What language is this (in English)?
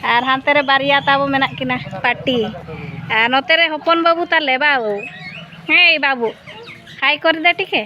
Santali